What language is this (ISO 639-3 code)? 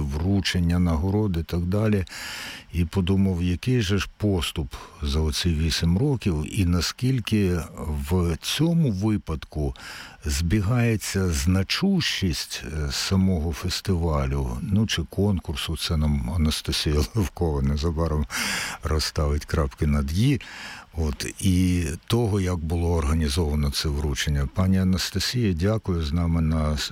ukr